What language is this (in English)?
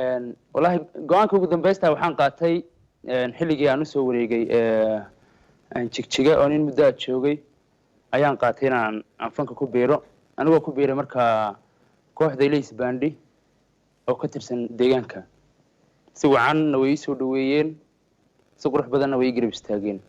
Somali